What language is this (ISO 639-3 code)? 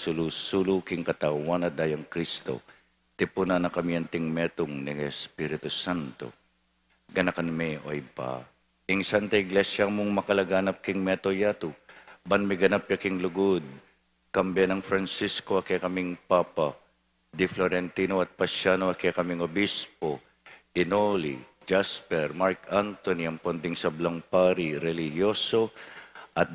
pam